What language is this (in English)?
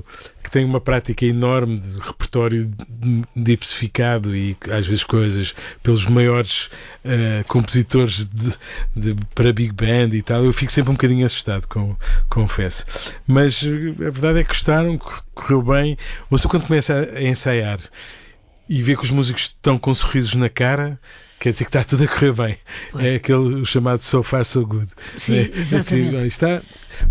Portuguese